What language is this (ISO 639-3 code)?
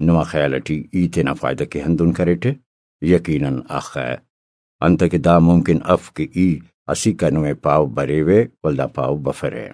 brh